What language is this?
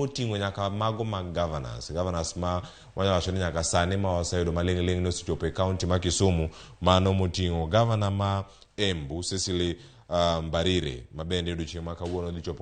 Luo (Kenya and Tanzania)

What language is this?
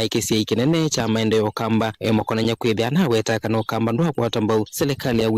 Kamba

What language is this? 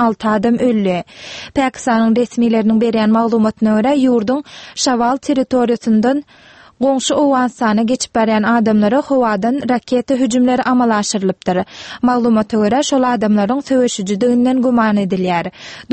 Turkmen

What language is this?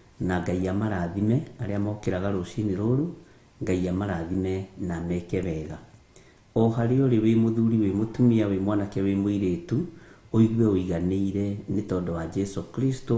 Kikuyu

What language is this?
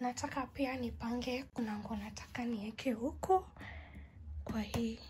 Swahili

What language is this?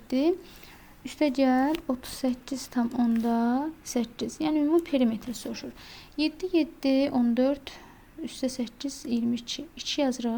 Azerbaijani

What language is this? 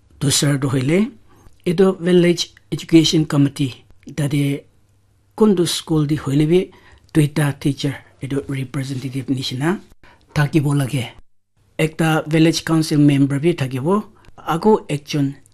Naga Pidgin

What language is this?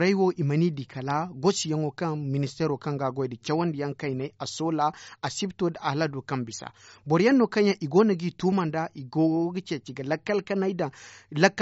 Zarma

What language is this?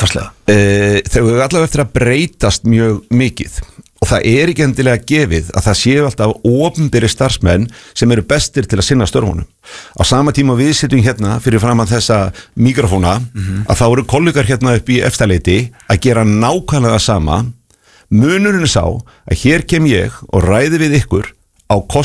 Icelandic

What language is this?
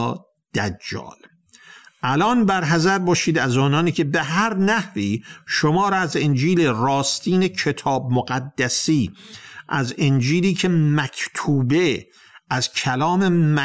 Persian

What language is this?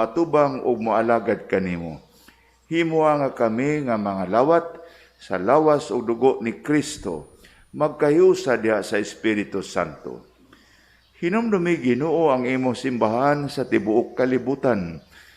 Cebuano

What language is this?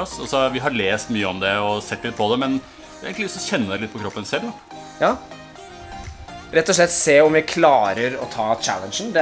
Norwegian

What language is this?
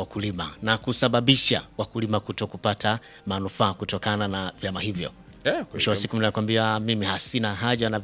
Swahili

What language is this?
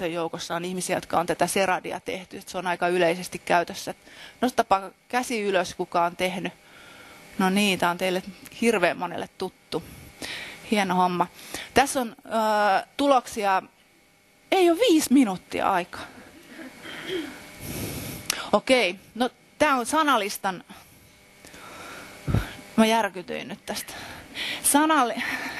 Finnish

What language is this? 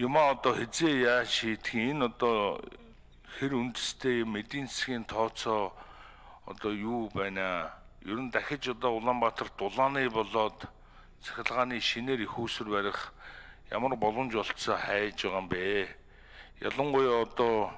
Mongolian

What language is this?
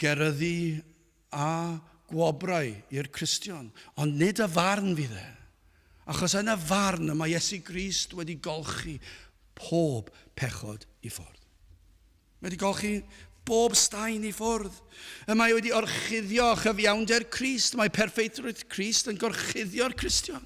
Welsh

